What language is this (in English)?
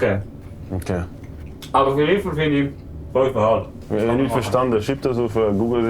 Swiss German